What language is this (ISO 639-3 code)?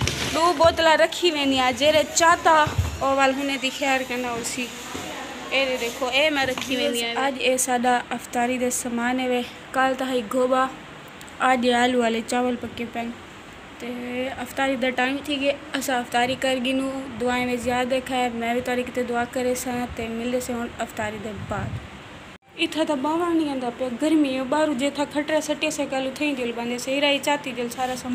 skr